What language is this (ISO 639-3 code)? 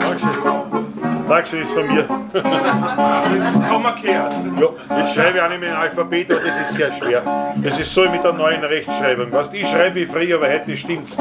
bar